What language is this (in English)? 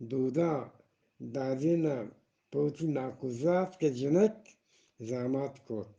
Eastern Balochi